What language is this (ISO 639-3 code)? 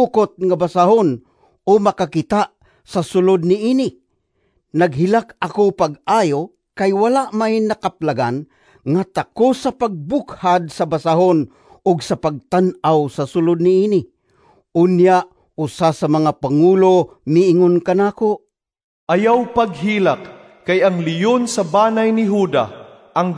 ceb